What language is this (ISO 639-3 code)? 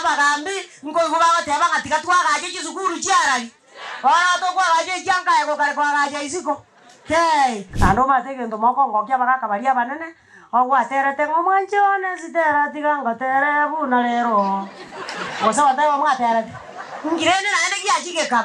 guz